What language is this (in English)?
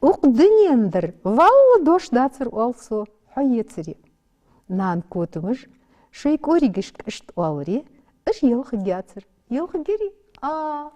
Ingush